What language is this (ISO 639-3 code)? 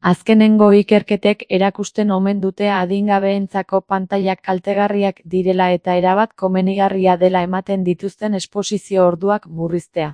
eus